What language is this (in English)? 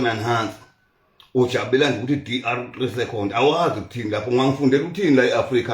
Zulu